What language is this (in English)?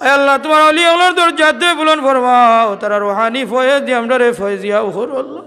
Sylheti